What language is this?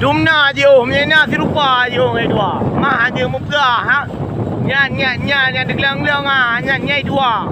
Achinese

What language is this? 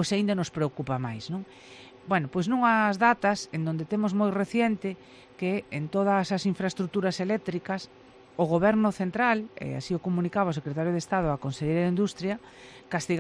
Galician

